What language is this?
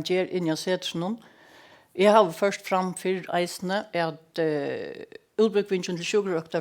Faroese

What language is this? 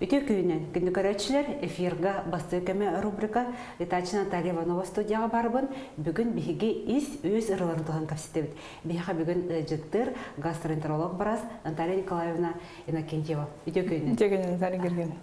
Yakut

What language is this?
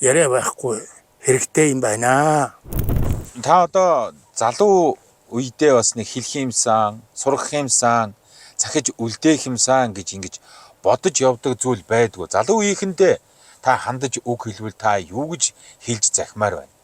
Mongolian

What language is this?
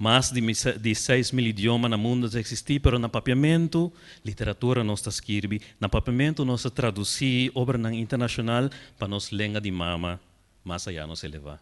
Papiamento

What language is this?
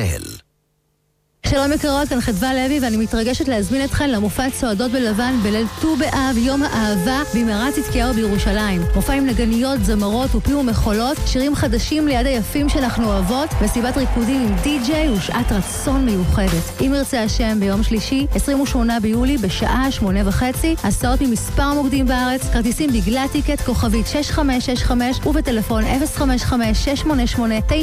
Hebrew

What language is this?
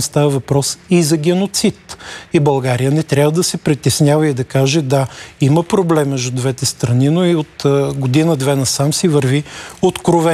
Bulgarian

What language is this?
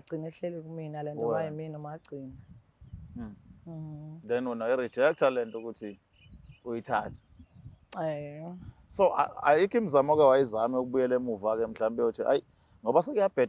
Zulu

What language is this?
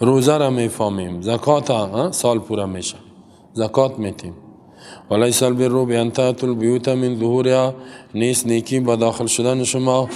Persian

